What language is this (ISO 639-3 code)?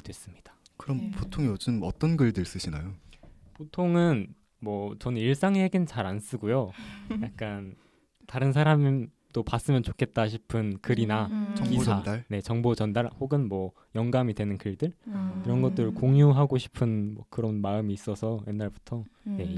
kor